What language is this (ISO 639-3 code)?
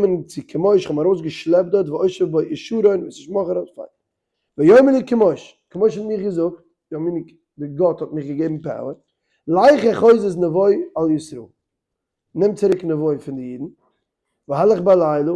yid